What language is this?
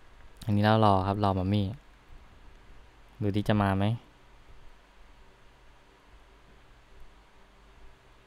Thai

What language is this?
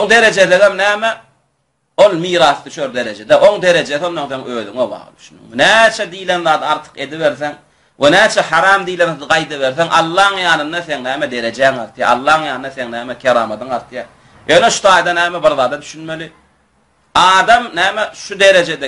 Turkmen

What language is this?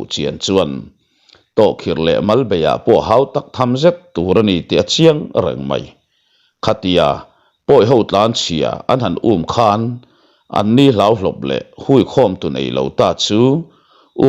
Mizo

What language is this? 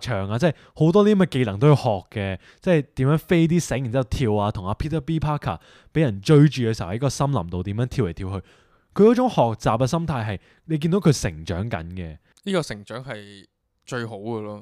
Cantonese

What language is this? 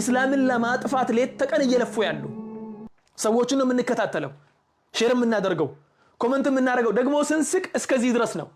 Amharic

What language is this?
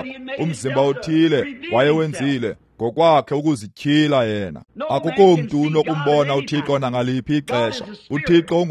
Xhosa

